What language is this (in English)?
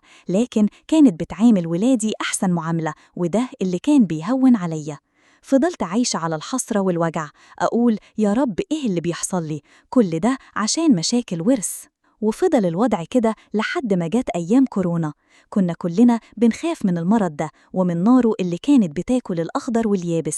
Egyptian Arabic